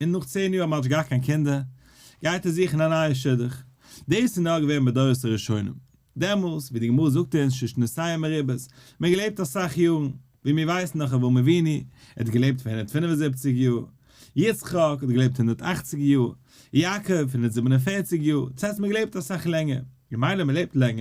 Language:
Yiddish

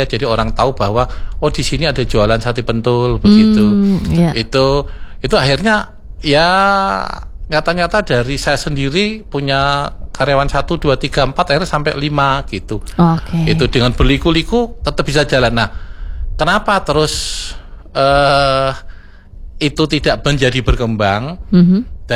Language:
Indonesian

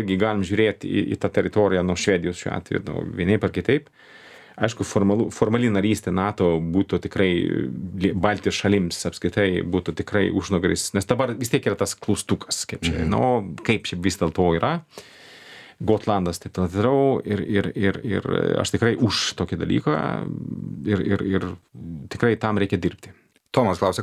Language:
Lithuanian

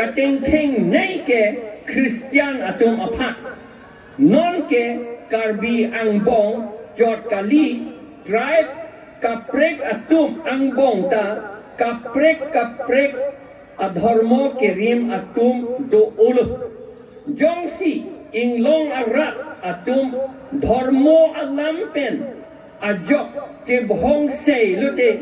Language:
Karbi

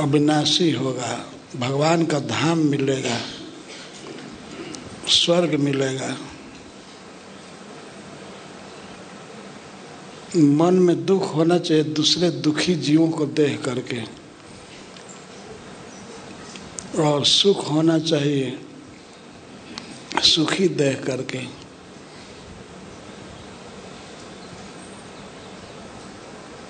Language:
Hindi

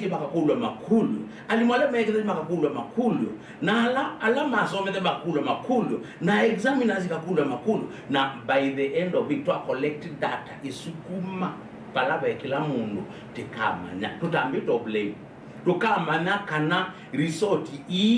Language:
Kamba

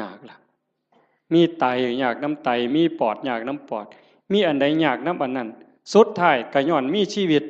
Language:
Northeastern Thai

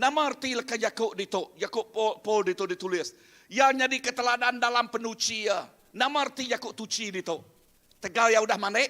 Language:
Iban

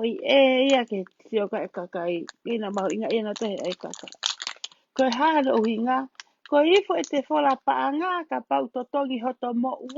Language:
Tongan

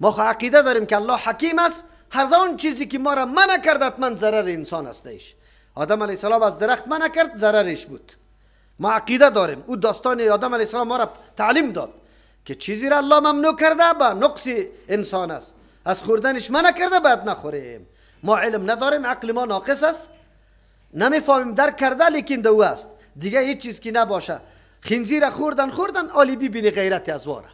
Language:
Persian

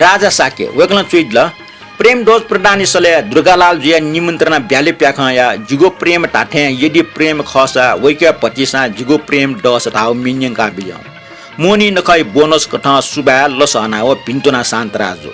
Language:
Newari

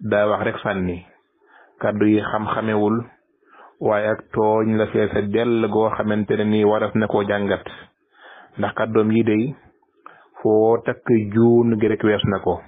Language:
Wolof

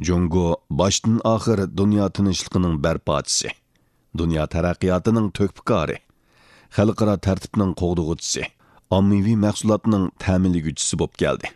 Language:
Uyghur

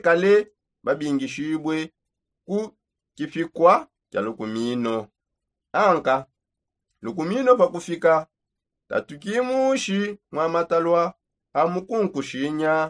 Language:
Songe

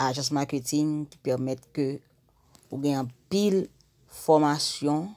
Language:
Haitian Creole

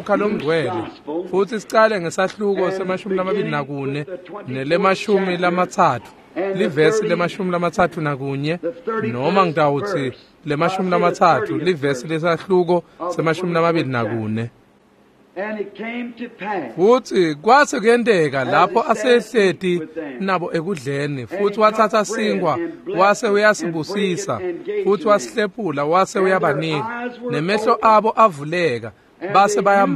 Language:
Swati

